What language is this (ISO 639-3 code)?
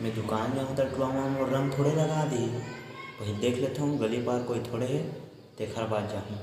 hne